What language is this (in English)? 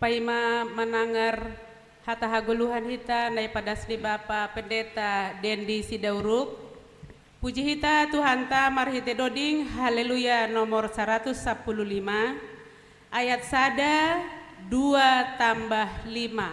Batak Simalungun